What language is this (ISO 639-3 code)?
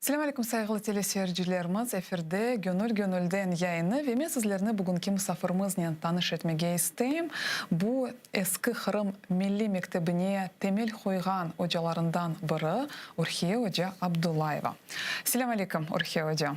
crh